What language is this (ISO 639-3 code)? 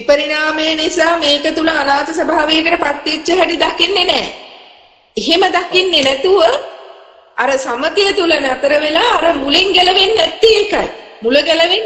sin